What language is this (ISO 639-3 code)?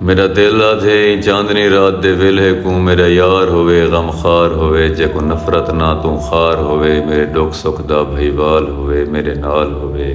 skr